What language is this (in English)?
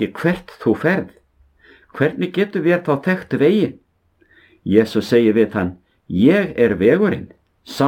Icelandic